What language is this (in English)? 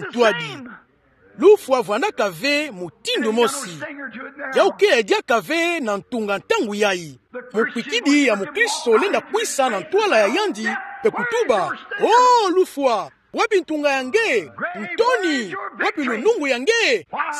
Kituba (Democratic Republic of Congo)